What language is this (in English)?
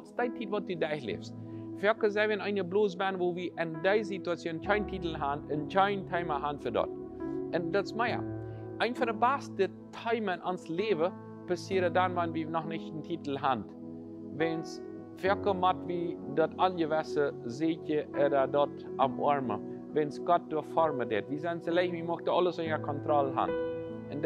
Plautdietsch